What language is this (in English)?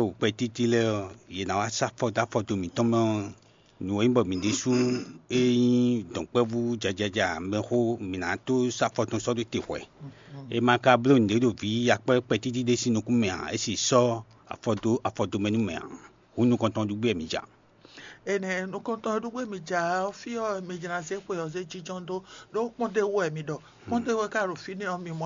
Fon